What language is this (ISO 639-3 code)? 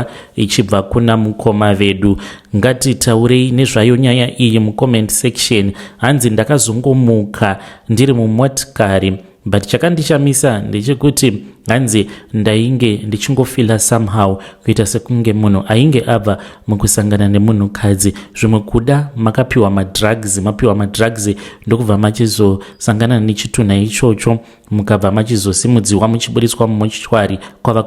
sna